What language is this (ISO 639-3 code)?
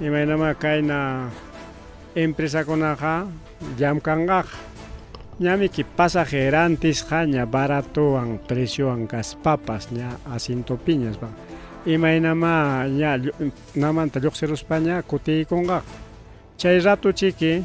quy